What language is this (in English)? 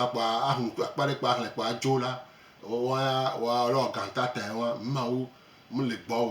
Gen